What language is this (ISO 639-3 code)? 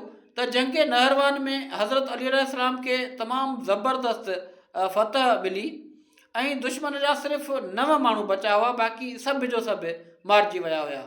snd